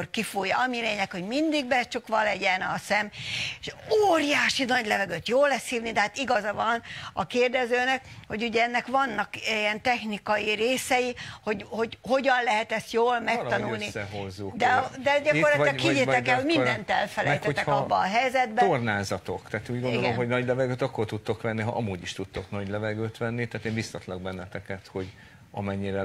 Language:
Hungarian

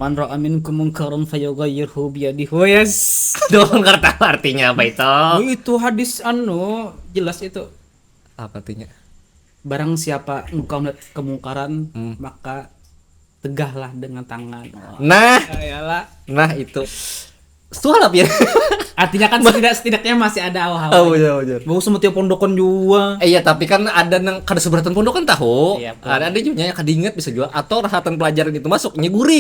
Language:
Banjar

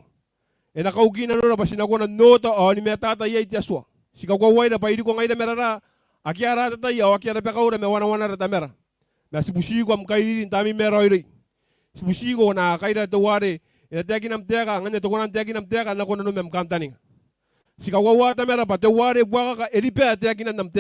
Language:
Gilbertese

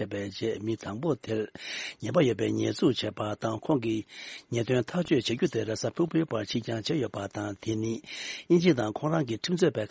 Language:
Tibetan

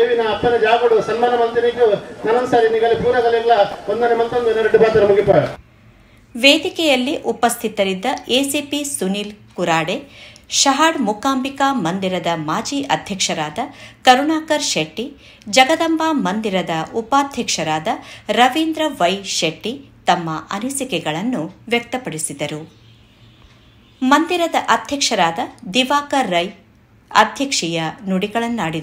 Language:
Kannada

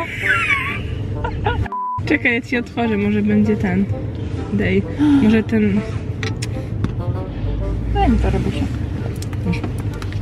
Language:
Polish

